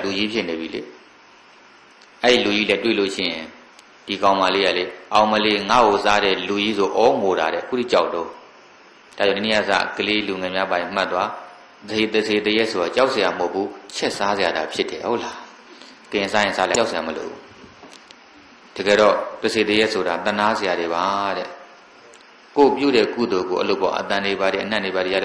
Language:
Burmese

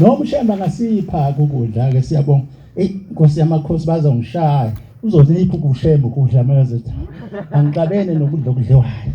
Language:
Zulu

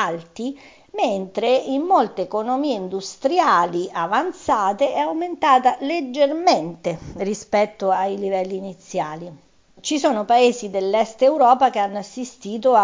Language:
Italian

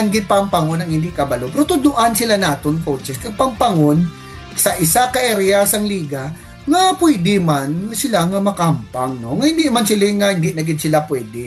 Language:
Hiligaynon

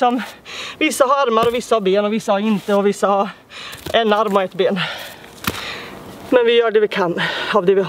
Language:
Swedish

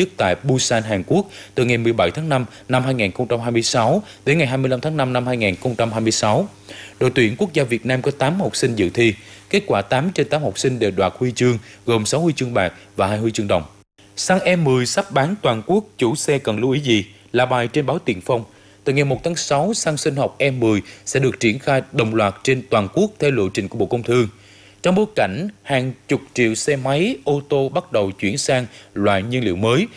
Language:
Vietnamese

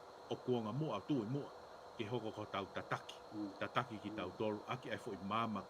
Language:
Tongan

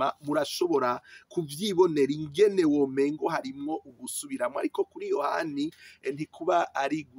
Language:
Rundi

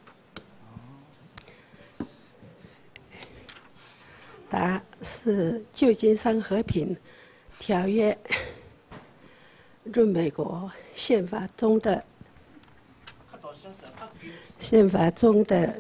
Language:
Chinese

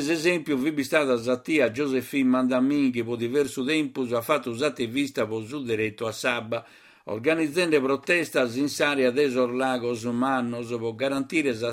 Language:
Sardinian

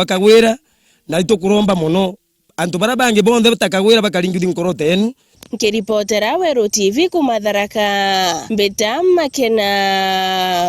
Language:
Meru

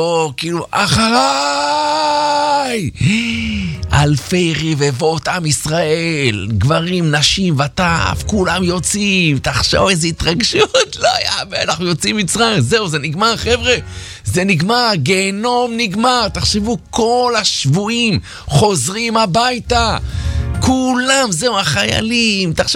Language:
Hebrew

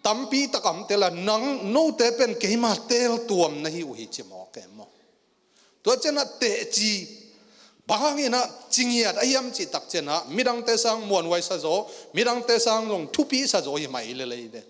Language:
Tedim Chin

